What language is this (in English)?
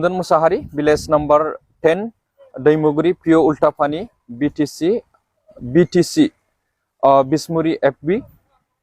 Bodo